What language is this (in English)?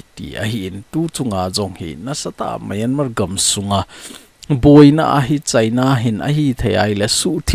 Thado Chin